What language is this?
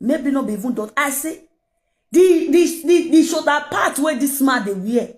Nigerian Pidgin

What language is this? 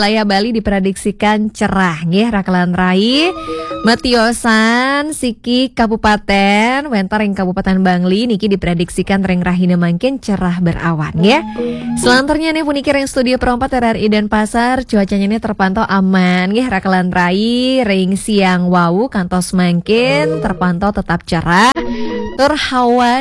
Balinese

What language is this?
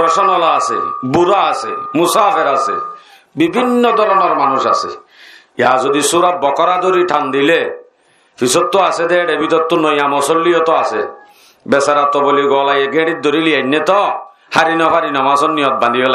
Rohingya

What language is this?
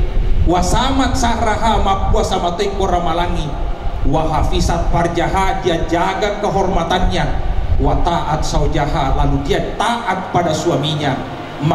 Buginese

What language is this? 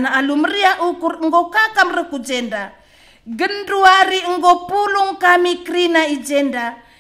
Batak Karo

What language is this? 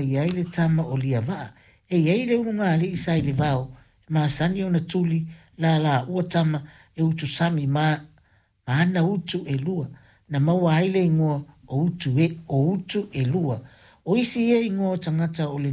Samoan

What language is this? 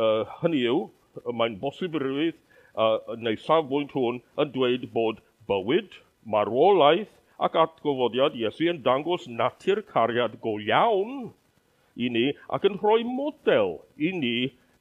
Welsh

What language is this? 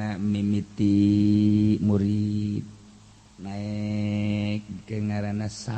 Sundanese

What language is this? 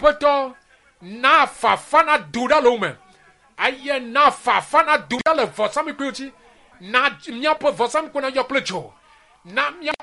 Ewe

